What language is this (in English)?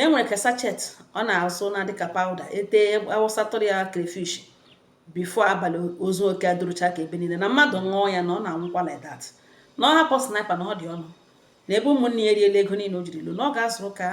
Igbo